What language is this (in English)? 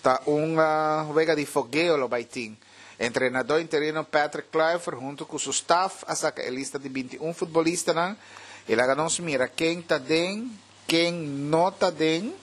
Papiamento